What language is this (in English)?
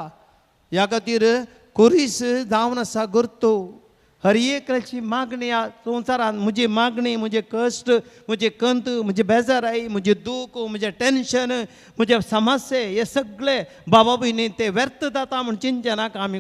Konkani